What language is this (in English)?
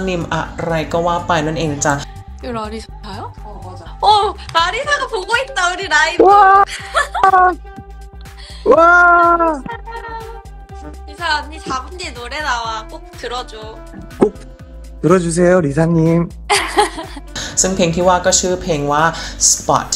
Thai